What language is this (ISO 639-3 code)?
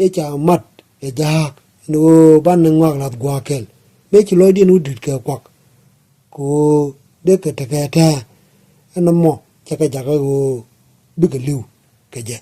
nus